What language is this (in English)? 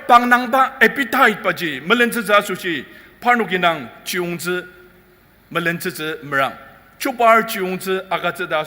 Ao Naga